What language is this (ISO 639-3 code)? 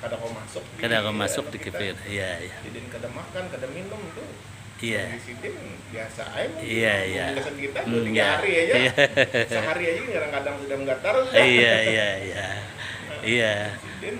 bjn